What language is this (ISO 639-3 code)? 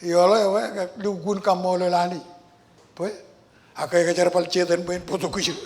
mah